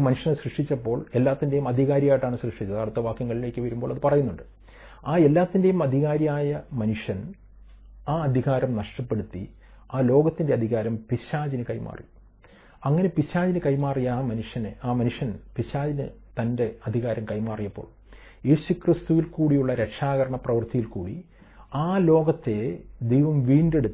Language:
Malayalam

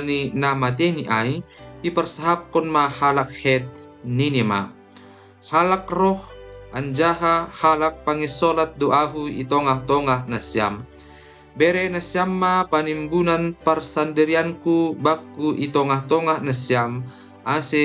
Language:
Batak Simalungun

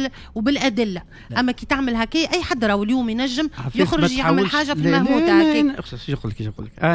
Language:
Tunisian Arabic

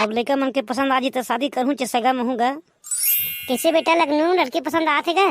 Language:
Chhattisgarhi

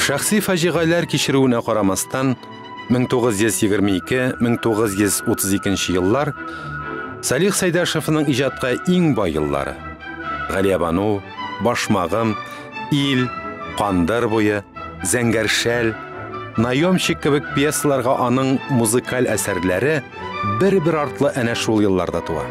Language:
Tatar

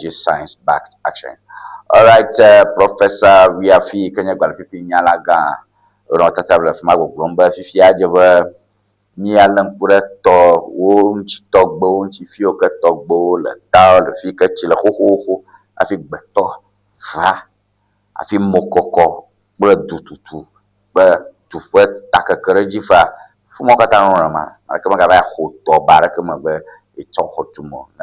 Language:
Ewe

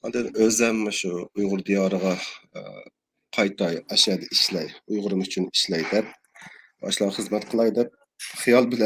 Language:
Uyghur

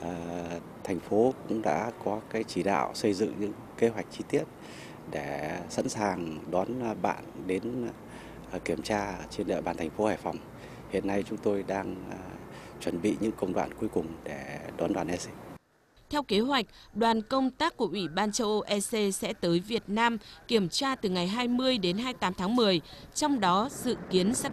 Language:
Vietnamese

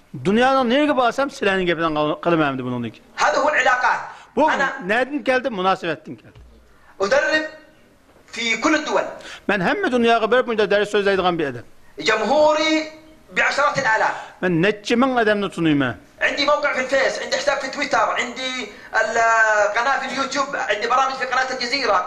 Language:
Uyghur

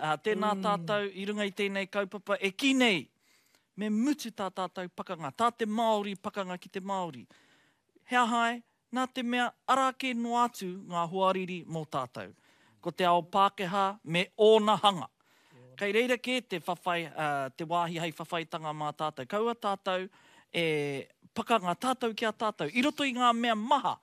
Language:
Māori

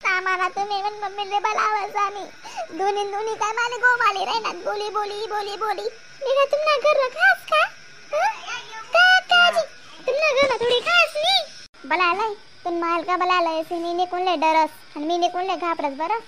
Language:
Khandesi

